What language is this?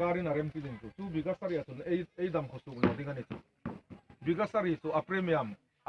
Hmar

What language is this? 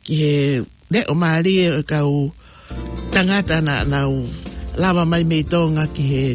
Tongan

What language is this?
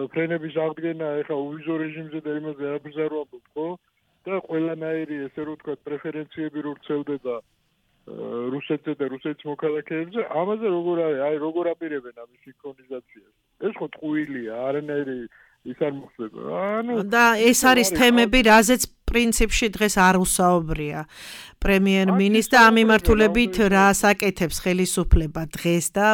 Georgian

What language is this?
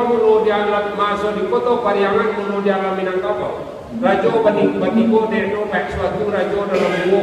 Minangkabau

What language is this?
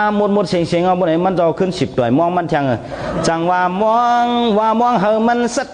Shan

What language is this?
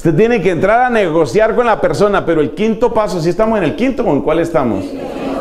Spanish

